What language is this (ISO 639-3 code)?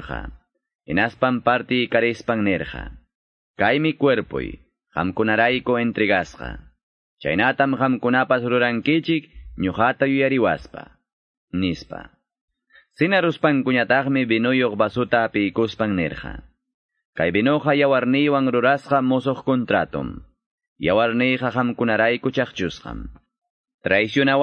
que